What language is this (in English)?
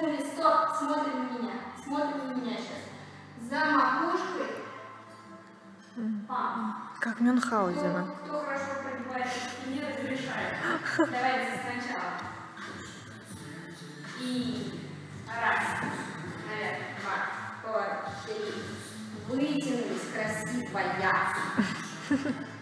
Russian